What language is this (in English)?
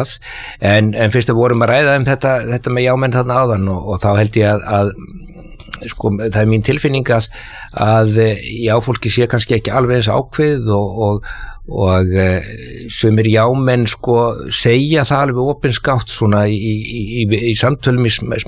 Icelandic